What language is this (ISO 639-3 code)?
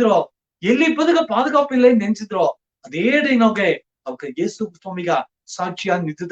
bfq